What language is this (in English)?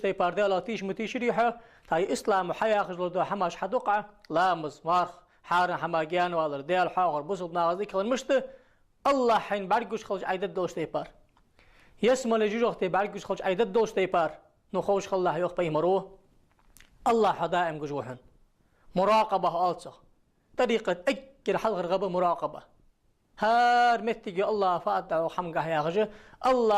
Ingush